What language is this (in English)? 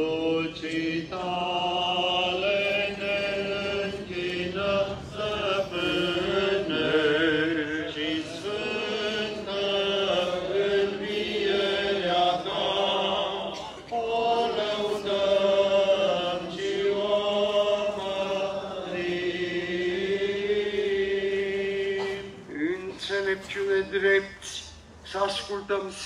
Romanian